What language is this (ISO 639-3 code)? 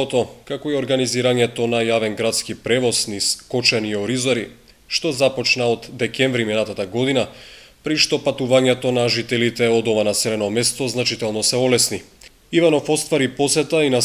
mkd